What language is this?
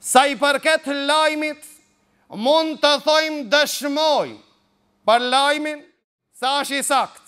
Albanian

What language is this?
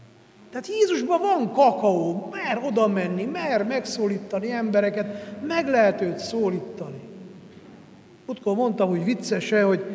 Hungarian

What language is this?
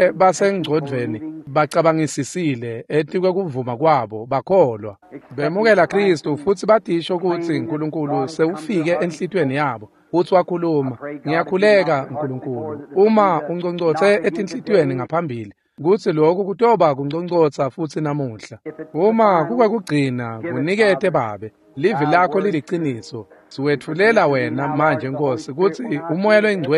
Swati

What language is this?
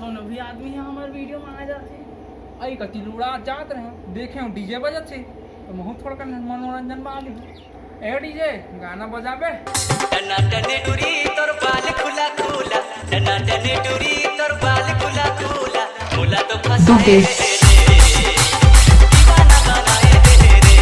Chhattisgarhi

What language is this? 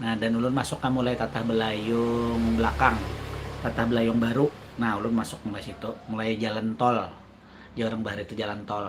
Banjar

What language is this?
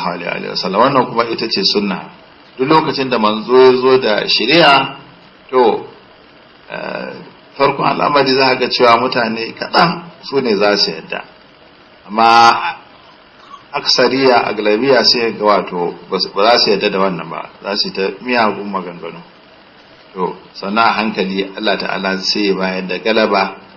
Hausa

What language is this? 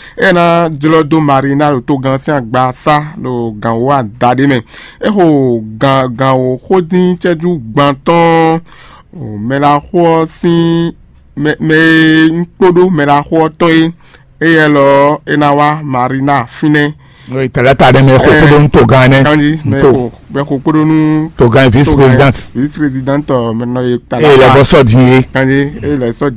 Fon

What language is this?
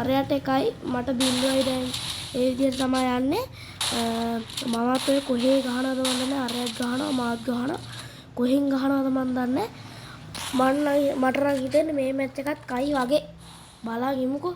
Sinhala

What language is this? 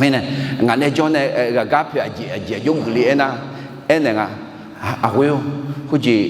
Akha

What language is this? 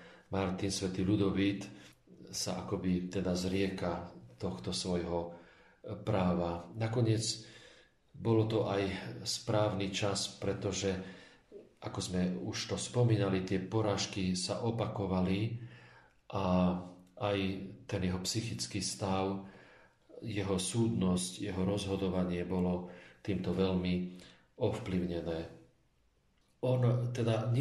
Slovak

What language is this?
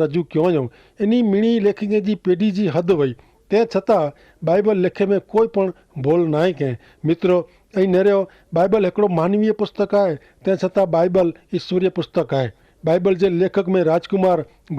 Kachhi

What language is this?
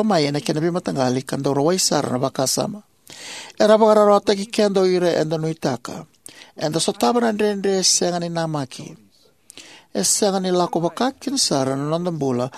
Fijian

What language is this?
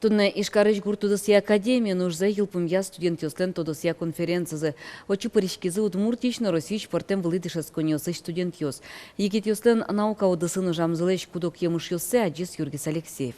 Udmurt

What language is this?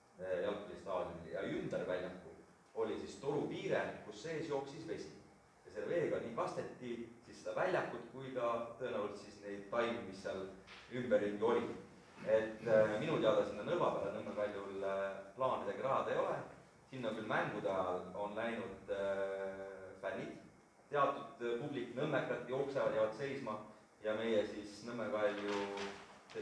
Estonian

